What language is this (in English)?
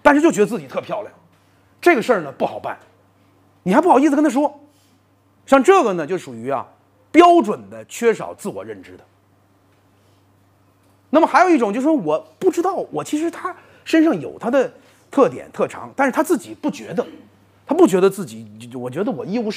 Chinese